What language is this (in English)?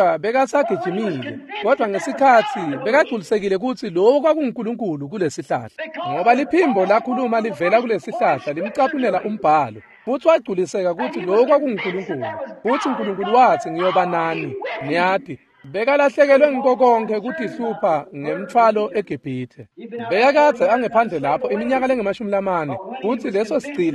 Swati